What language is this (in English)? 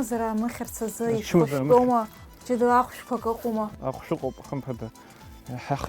Abkhazian